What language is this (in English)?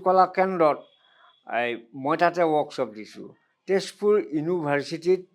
Assamese